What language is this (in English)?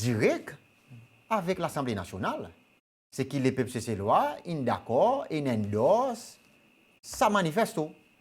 Seselwa Creole French